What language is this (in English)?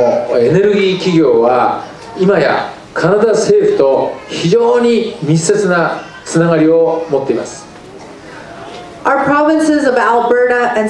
Japanese